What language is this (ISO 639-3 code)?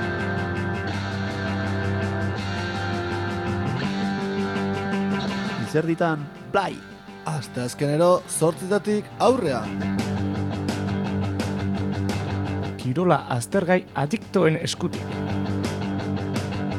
eus